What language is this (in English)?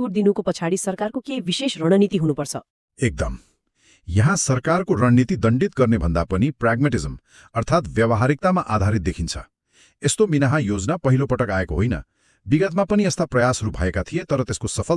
Nepali